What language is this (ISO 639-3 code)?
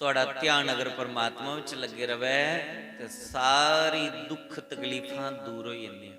doi